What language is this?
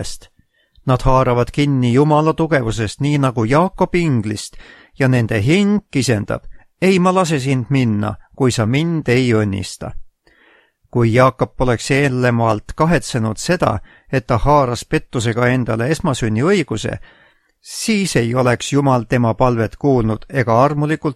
Estonian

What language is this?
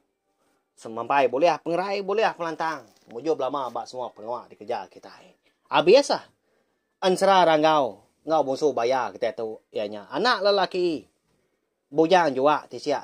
Iban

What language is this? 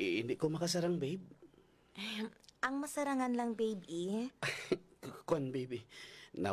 Hiligaynon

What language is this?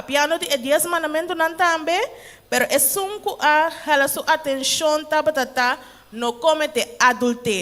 Papiamento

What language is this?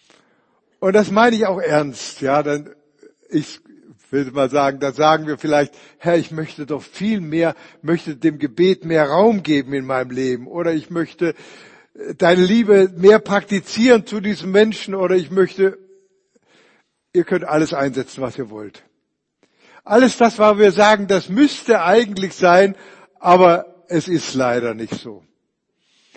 German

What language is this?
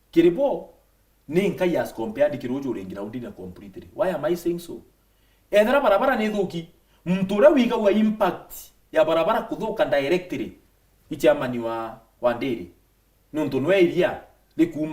Meru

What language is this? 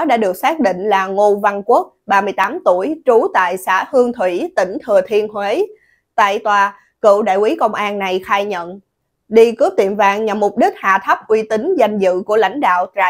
Vietnamese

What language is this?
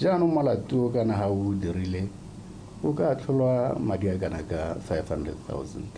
Tswana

